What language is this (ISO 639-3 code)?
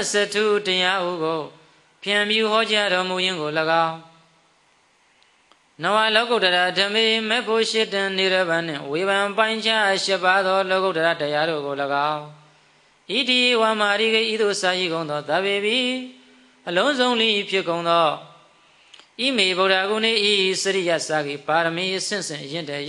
mya